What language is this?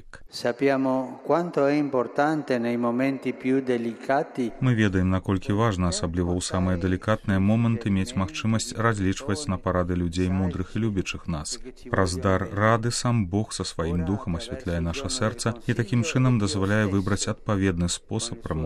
Belarusian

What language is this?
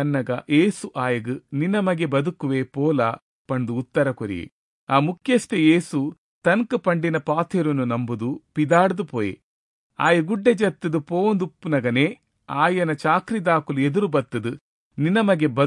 Tulu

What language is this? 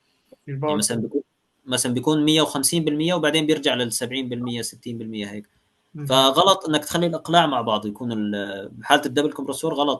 Egyptian Arabic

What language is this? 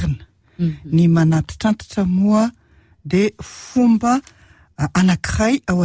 Malagasy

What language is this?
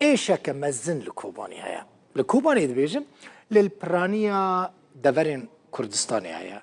Kurdish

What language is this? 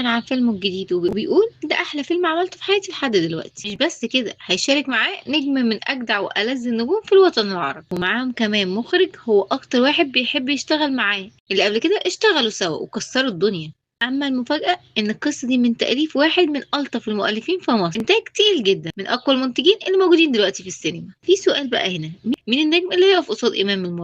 Egyptian Arabic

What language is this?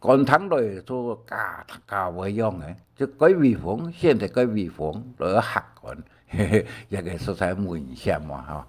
Hakka Chinese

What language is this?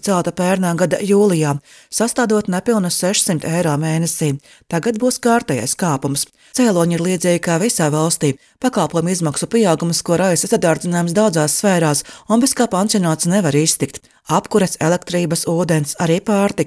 Latvian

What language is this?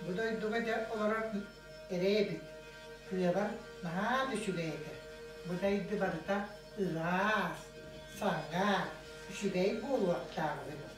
Yakut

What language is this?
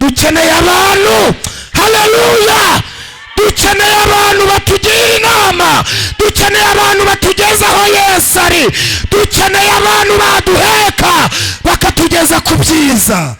Kinyarwanda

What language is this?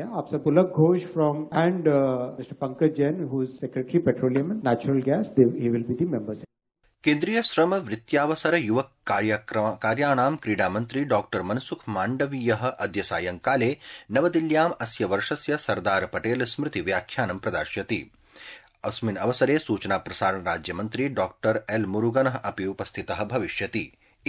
Sanskrit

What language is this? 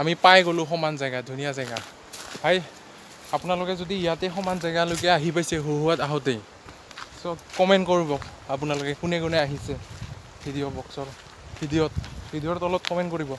Assamese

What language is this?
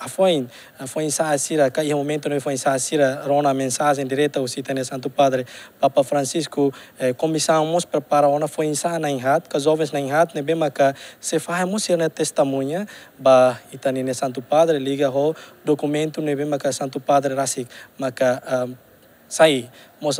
Tetum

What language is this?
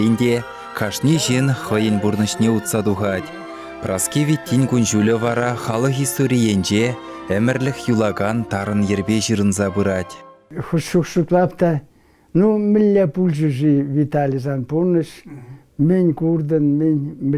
Chuvash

